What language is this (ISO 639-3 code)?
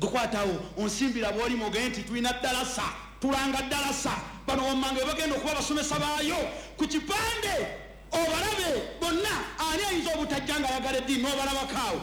lug